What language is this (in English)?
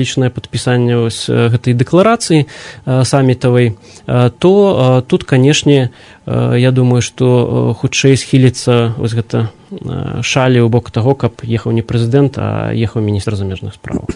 Belarusian